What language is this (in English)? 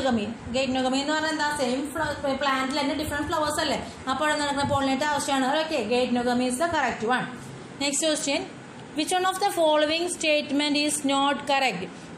Malayalam